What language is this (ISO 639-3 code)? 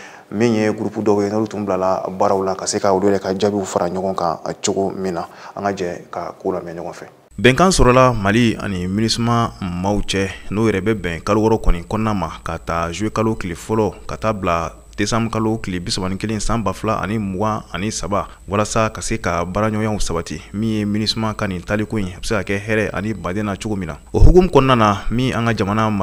bam